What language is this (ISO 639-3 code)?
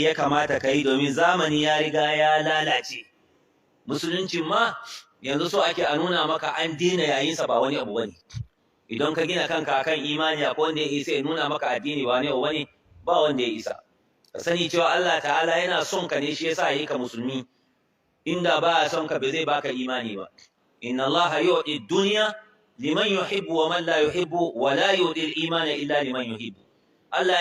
hau